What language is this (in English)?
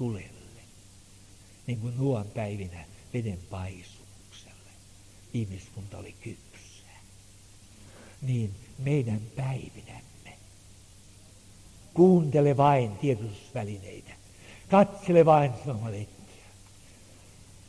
Finnish